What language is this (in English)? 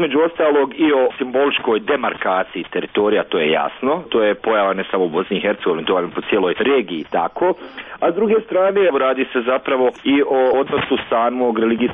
Bosnian